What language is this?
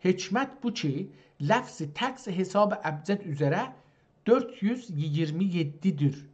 South Azerbaijani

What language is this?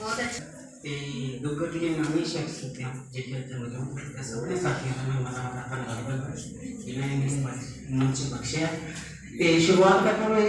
Dogri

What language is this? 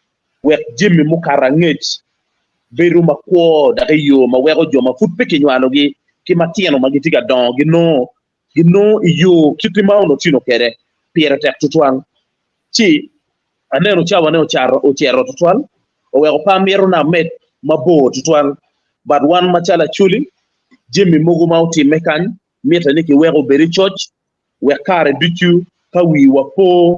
Acoli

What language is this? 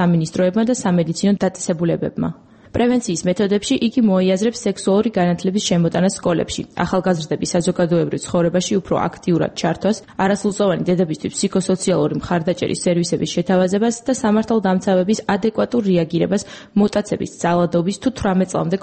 Georgian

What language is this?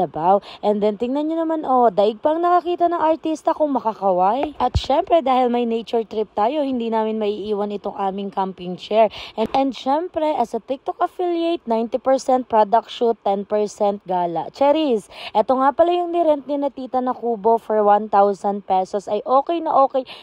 Filipino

